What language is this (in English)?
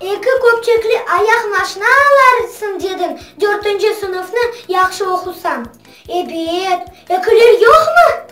Crimean Tatar